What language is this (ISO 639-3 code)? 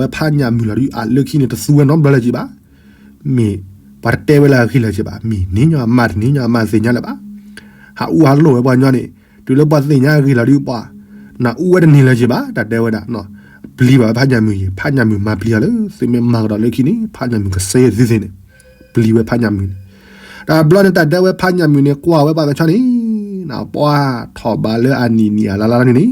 ksw